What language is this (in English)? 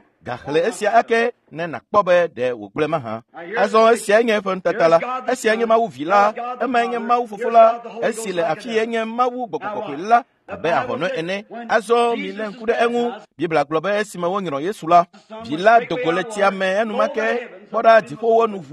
Ewe